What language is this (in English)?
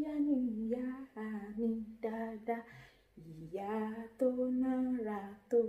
Yoruba